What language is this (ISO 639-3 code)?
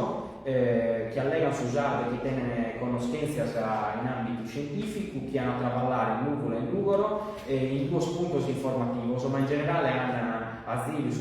srd